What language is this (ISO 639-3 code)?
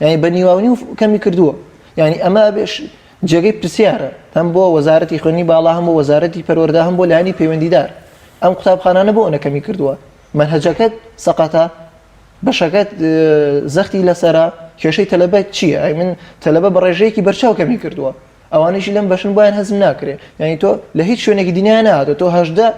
ckb